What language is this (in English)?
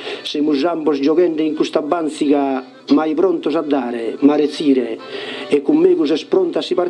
Sardinian